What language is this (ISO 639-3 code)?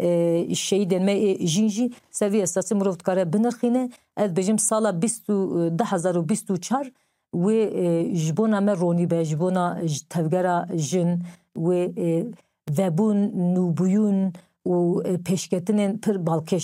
kur